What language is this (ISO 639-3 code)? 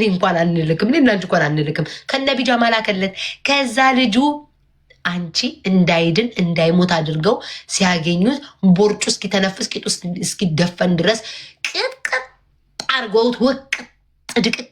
amh